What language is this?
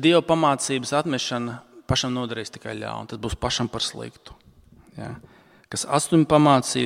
Latvian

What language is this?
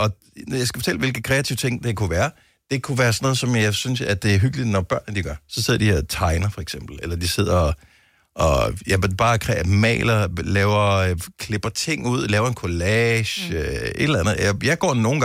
Danish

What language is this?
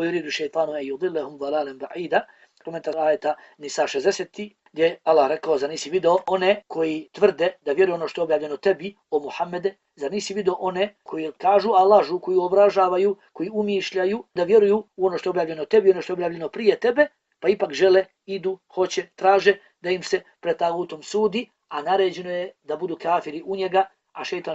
Bosnian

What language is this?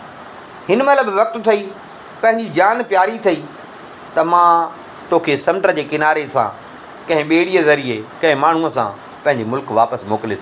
Sindhi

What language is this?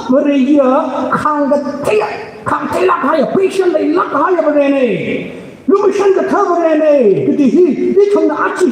Tangkhul Naga (India)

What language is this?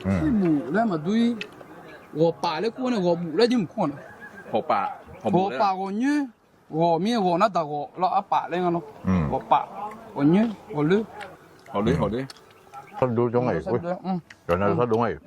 Akha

